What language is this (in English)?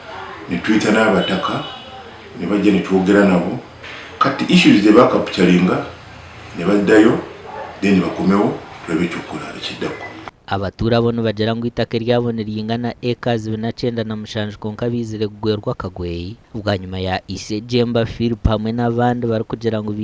Nyankole